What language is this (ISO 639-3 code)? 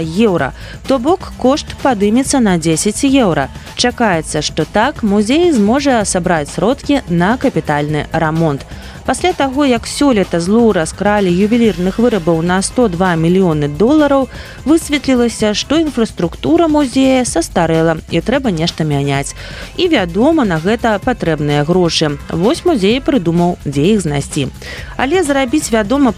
bel